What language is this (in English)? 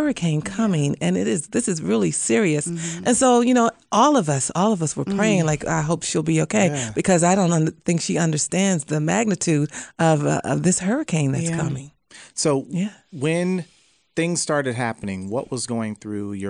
English